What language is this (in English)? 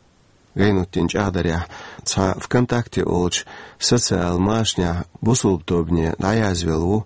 Chechen